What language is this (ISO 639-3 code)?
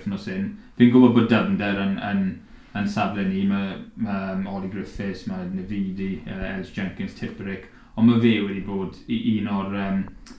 cym